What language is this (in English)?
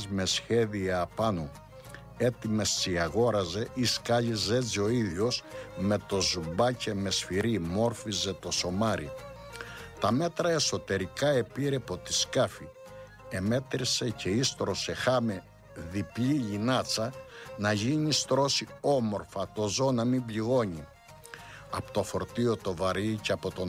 Greek